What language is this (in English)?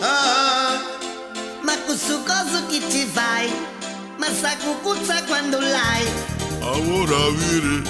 Neapolitan